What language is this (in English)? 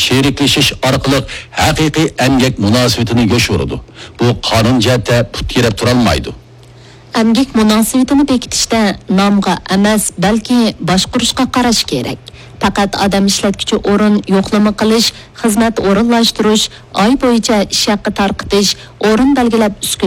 Uyghur